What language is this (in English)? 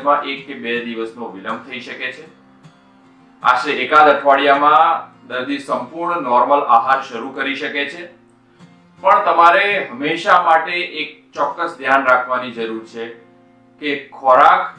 Gujarati